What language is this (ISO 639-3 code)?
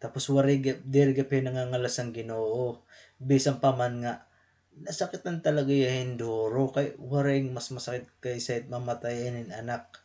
war